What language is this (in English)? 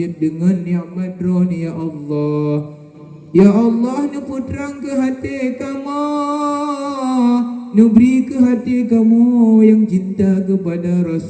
Achinese